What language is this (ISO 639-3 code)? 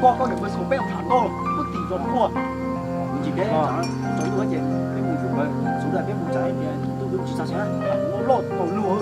hmn